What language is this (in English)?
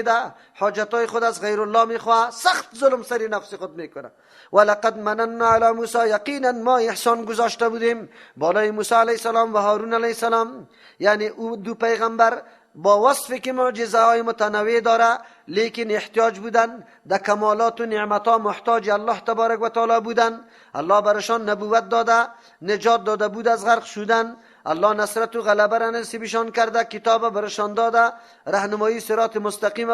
Persian